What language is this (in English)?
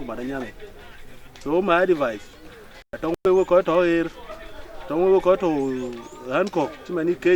Dinka